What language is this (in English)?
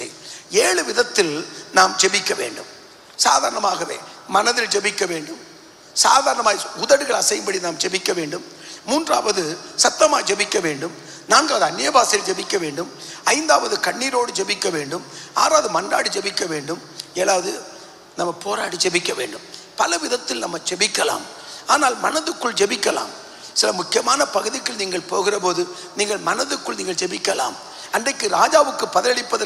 Tamil